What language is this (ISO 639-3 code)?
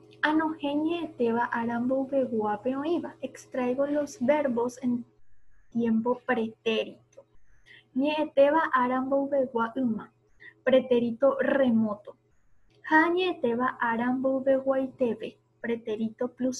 grn